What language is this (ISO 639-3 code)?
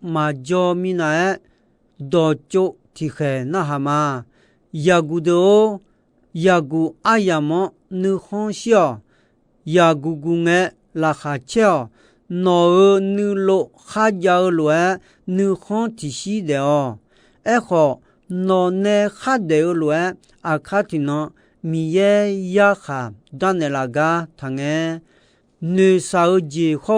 ahk